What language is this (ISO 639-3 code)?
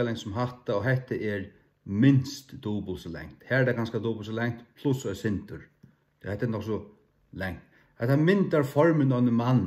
fao